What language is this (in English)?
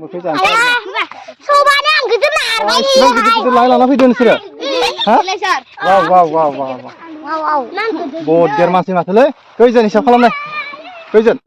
Bodo